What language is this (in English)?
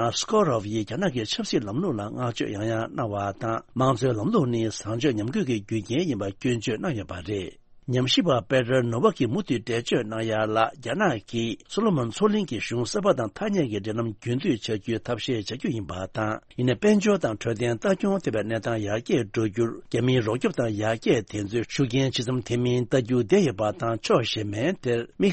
Tibetan